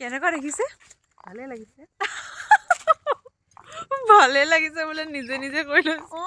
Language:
Assamese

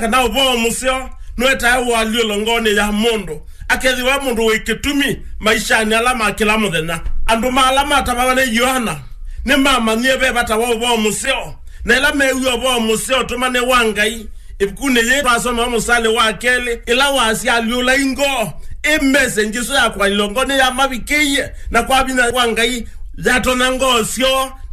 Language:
Kamba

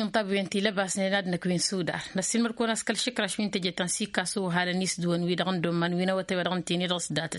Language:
Tamasheq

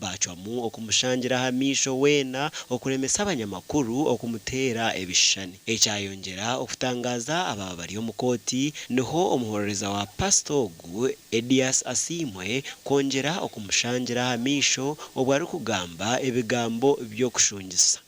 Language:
Nyankole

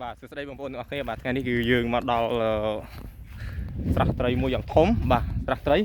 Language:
Khmer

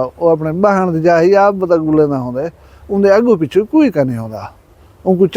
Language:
Saraiki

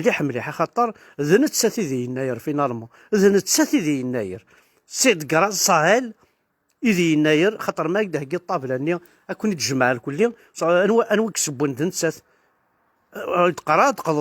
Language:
Kabyle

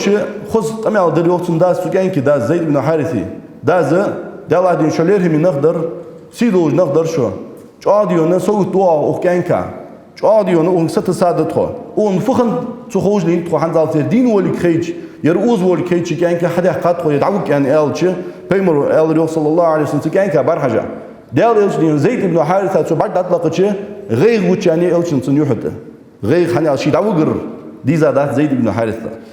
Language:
Ingush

